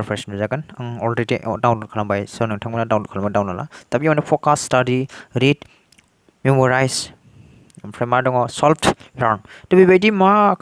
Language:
Bodo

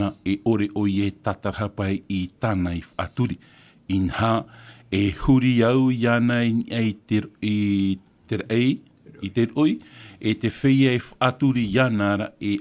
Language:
Tahitian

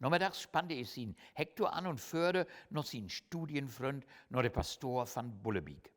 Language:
Low German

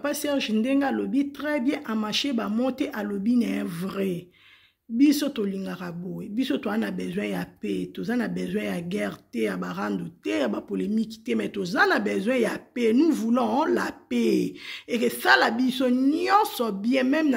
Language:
Lingala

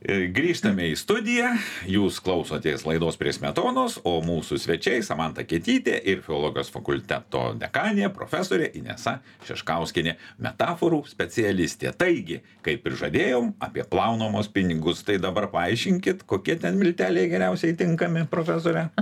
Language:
Lithuanian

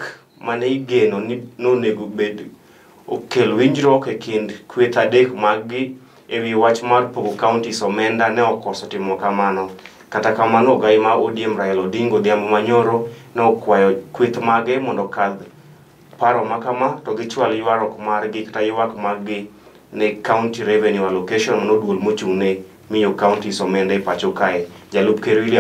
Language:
Luo (Kenya and Tanzania)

